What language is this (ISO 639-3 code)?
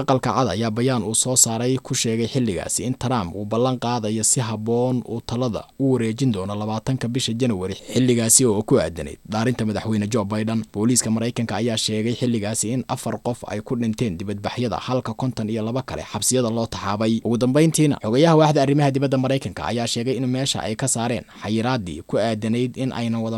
som